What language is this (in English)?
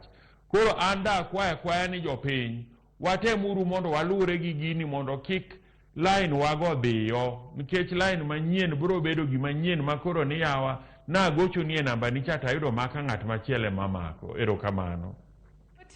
Luo (Kenya and Tanzania)